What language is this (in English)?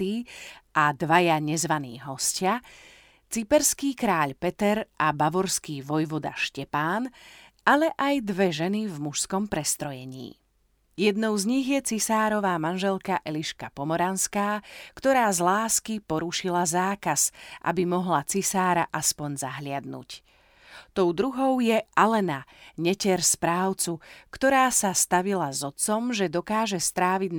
Slovak